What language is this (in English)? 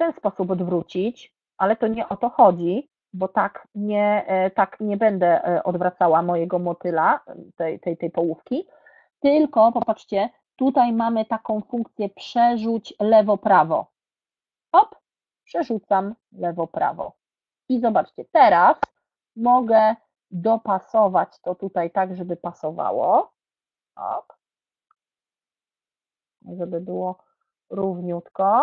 Polish